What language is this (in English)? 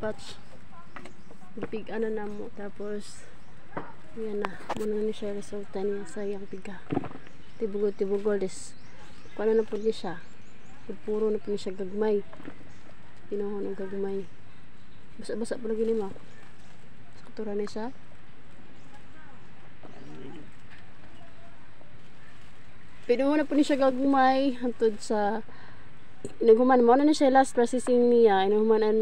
Cebuano